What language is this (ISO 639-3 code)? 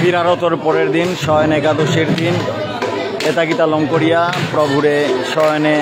bpy